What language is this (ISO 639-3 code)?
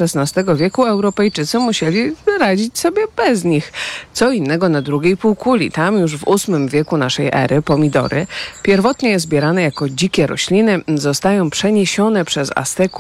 pol